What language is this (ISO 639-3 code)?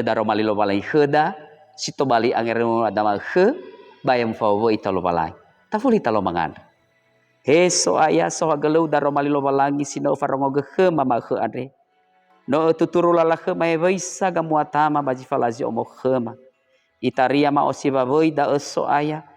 nia